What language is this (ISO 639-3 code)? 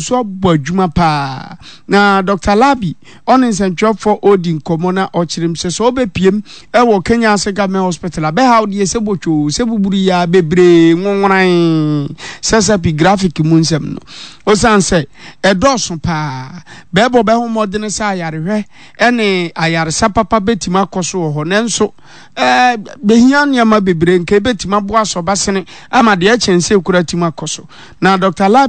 aka